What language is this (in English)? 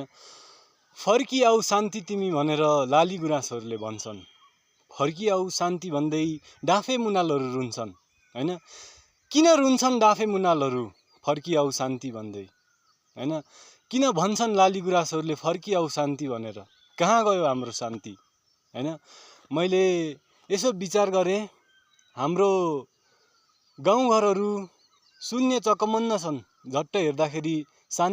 Nepali